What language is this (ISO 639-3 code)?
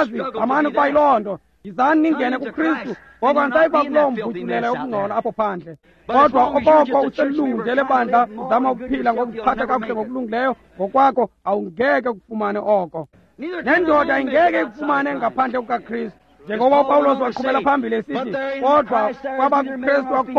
xho